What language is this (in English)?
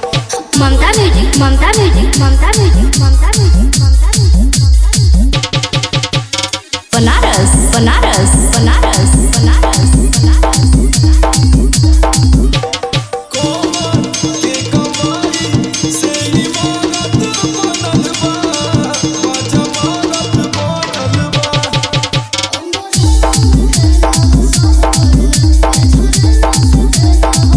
Bhojpuri